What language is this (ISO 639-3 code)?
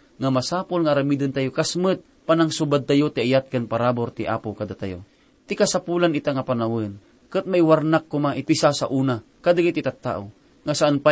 ilo